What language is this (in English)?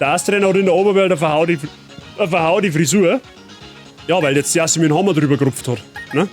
Bavarian